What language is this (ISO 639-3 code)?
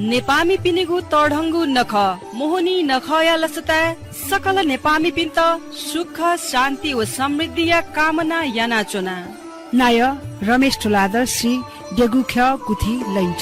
new